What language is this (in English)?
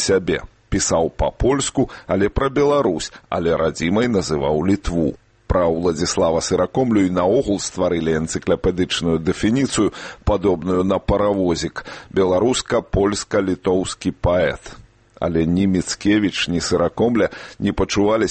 Belarusian